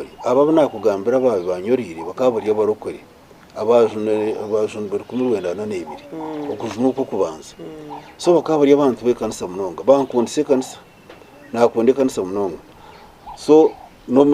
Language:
Nyankole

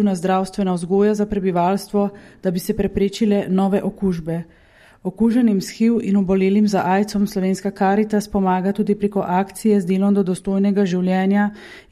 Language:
Slovenian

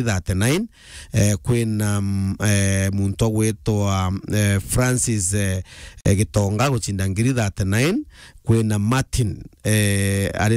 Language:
Meru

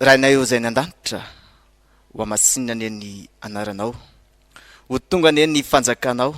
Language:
Malagasy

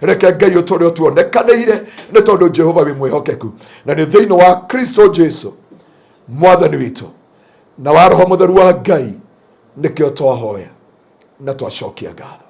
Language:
Kikuyu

